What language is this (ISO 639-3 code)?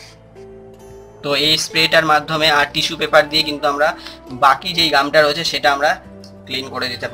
ben